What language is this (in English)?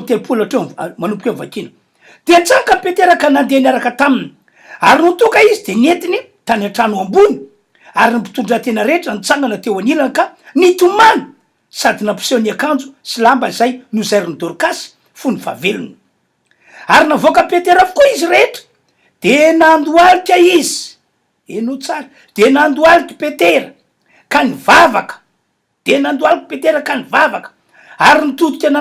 Malagasy